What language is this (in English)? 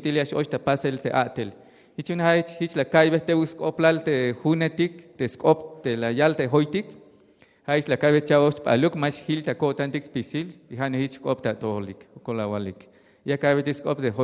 Tzeltal